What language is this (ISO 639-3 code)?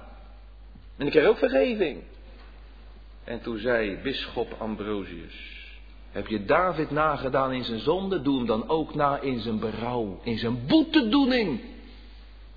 nld